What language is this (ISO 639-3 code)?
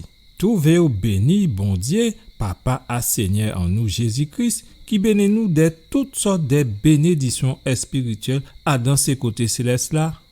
gcf